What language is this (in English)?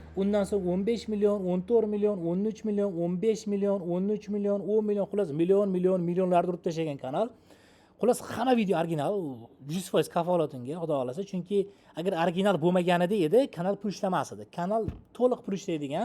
Uzbek